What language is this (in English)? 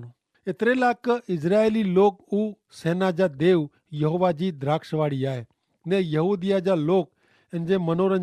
Kachhi